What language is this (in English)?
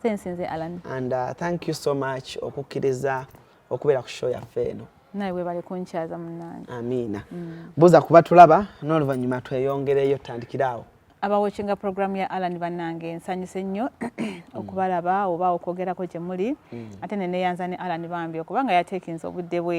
Ganda